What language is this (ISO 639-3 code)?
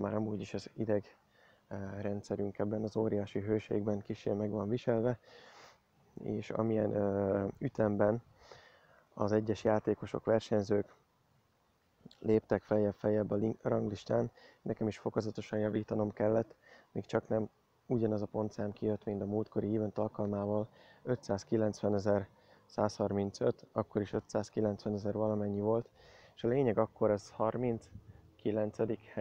hun